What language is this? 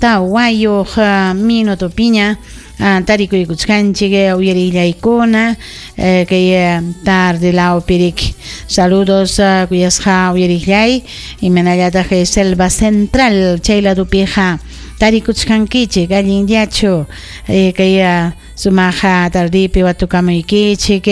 Ayacucho Quechua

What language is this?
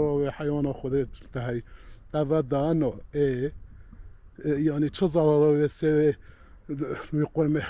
Kurdish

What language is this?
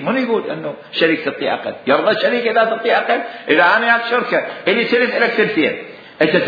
Mesopotamian Arabic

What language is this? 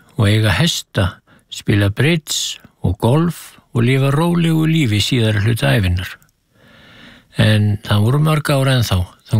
Icelandic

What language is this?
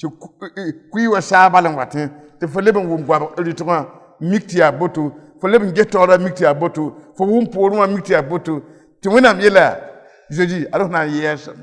Mossi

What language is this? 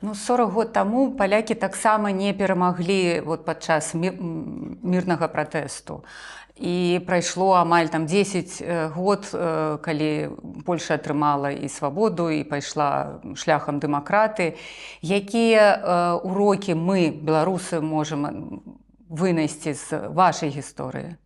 Belarusian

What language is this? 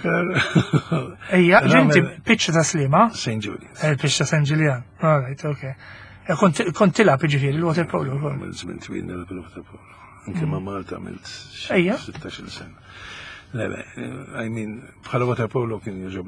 Maltese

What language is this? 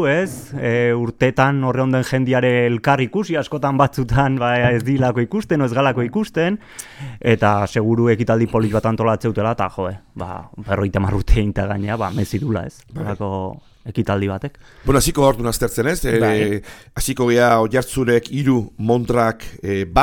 Basque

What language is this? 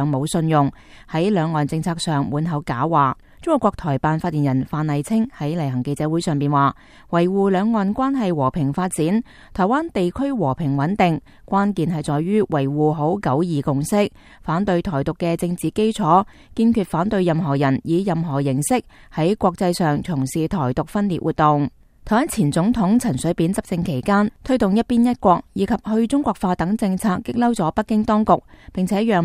Cantonese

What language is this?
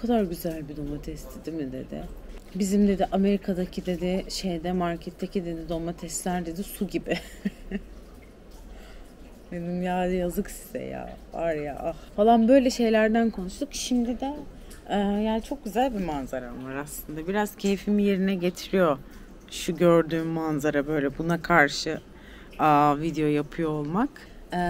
Turkish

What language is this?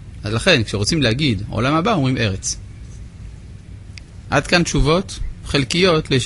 Hebrew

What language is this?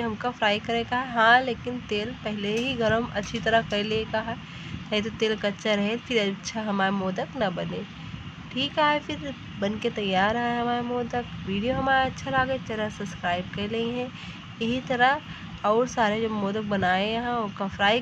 Awadhi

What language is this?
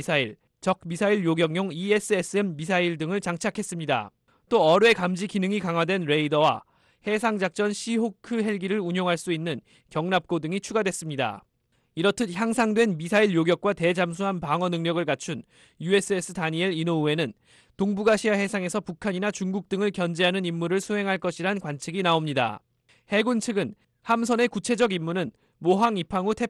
Korean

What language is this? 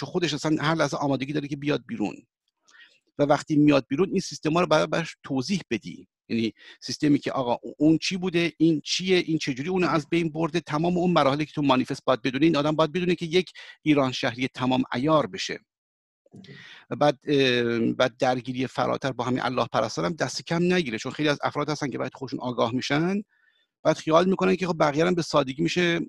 Persian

